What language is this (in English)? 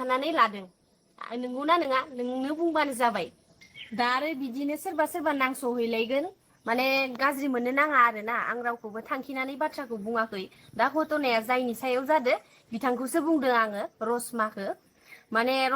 Bodo